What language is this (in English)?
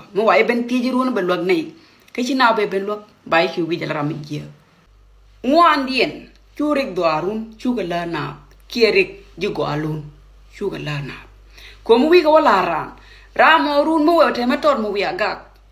Nuer